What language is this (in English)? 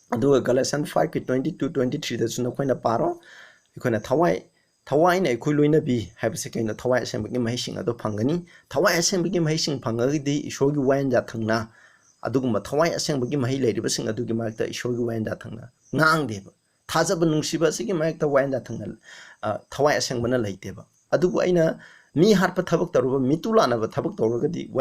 Manipuri